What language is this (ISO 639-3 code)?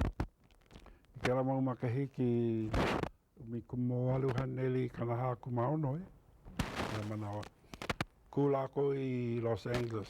haw